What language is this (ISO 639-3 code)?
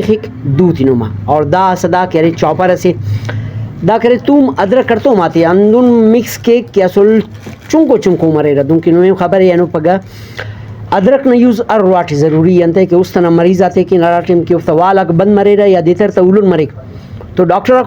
brh